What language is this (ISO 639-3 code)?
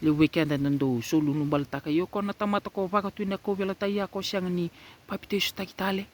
fij